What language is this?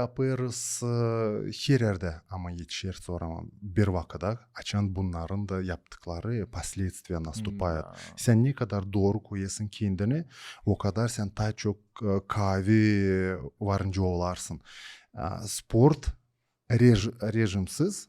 Gagauz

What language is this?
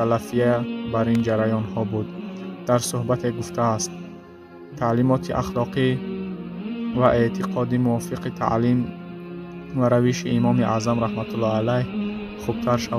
Persian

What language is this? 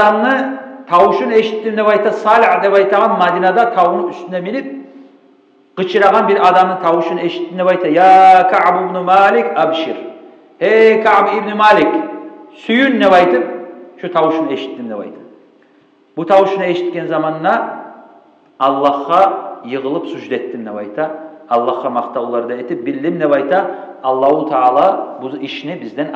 Kumyk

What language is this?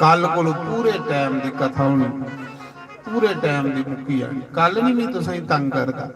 Dogri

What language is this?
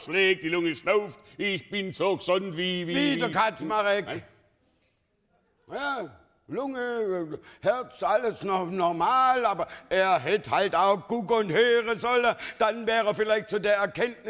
German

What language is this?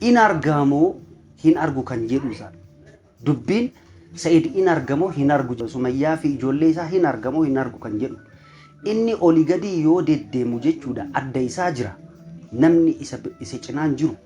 Oromo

